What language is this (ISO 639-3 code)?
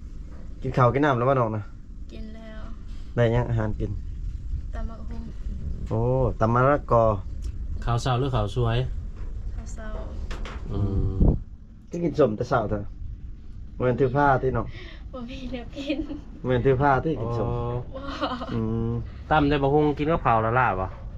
lao